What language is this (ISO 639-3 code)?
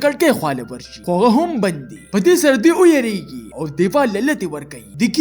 pus